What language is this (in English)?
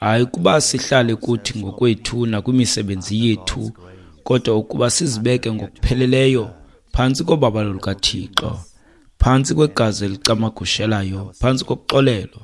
Xhosa